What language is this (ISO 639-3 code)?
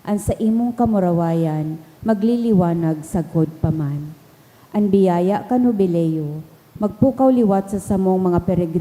bik